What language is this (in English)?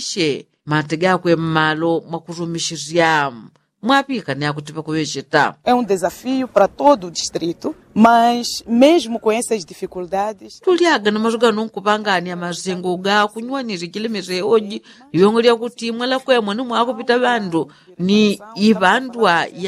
Yao